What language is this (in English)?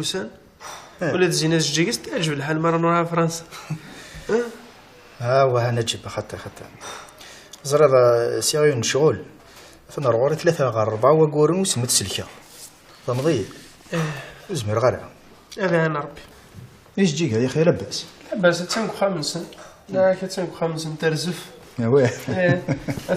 Kabyle